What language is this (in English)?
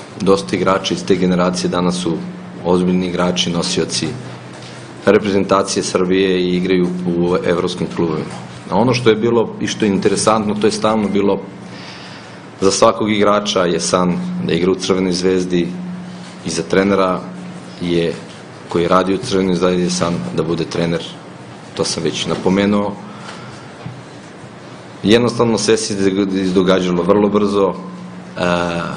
Serbian